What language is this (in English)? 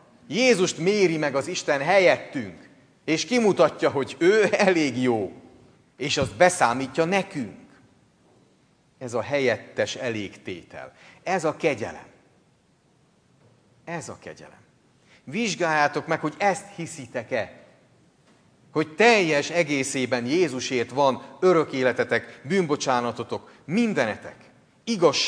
Hungarian